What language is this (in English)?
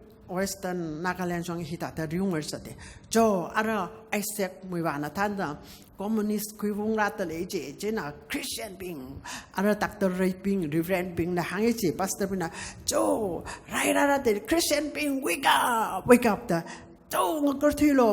Tangkhul Naga (India)